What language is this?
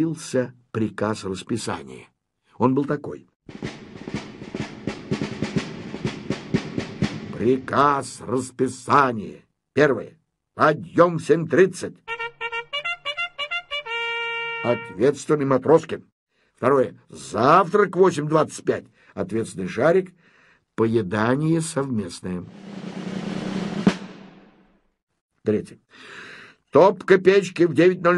Russian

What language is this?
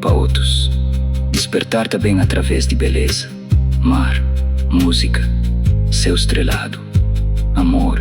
Kabuverdianu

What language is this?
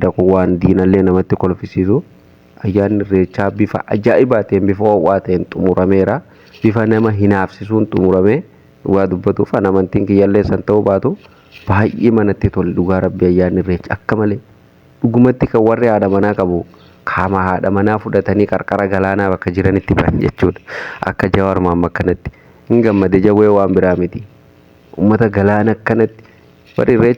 Oromo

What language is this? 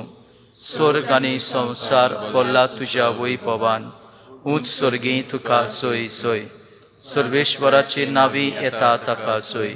Konkani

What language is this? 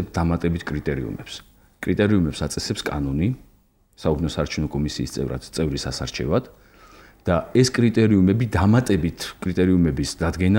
Georgian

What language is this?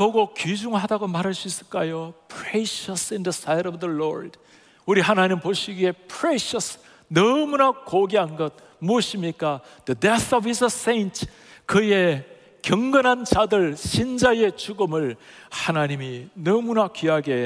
Korean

